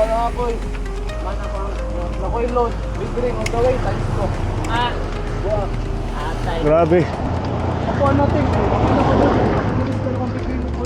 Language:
Cebuano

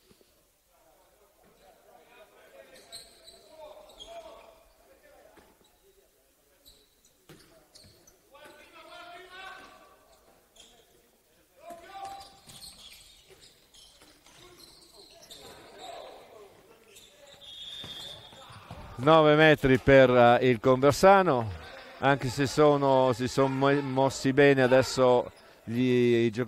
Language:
Italian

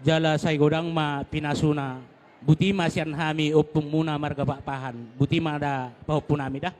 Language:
Batak Toba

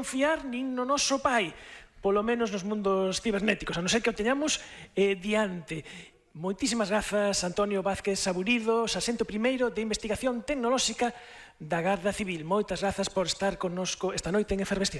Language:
Galician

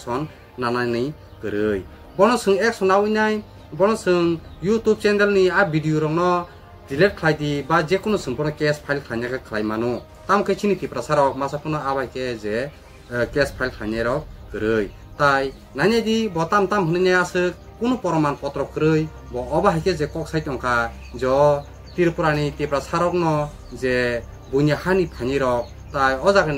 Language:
Kok Borok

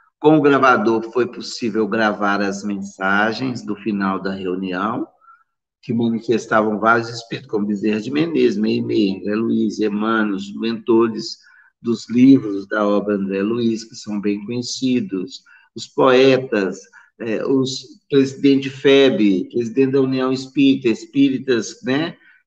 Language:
Portuguese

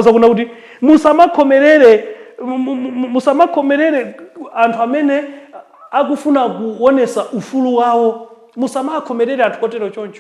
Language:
Nyanja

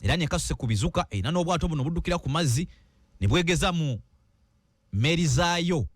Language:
Ganda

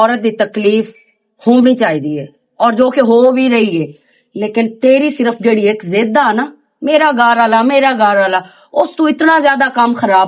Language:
Western Panjabi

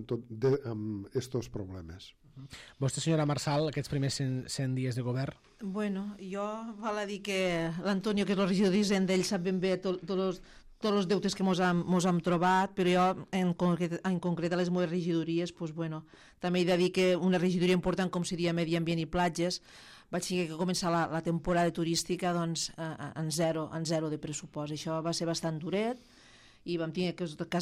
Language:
Catalan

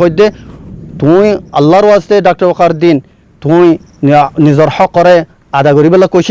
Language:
Rohingya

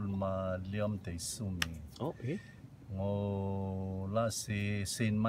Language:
Rotuman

